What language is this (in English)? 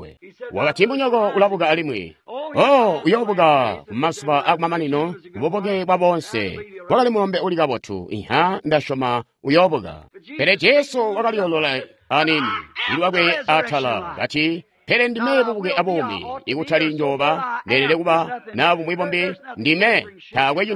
Tonga (Zambia)